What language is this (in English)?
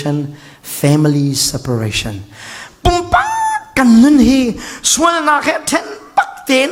Falam Chin